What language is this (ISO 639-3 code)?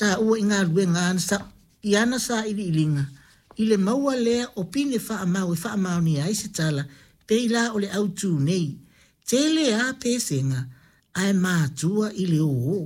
smo